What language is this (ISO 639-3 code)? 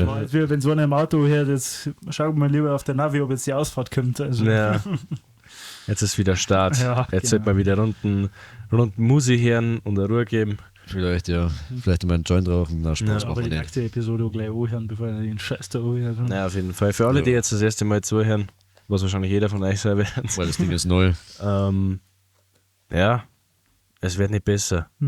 bar